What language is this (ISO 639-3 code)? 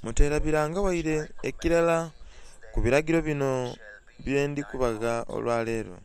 xog